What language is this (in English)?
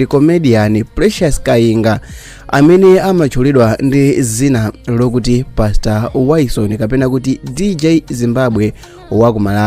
Nyanja